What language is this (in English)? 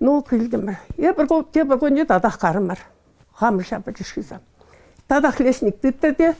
Chuvash